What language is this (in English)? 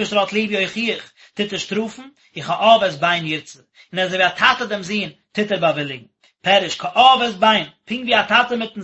Yiddish